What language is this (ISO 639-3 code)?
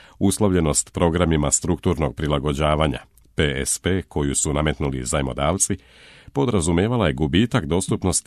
srp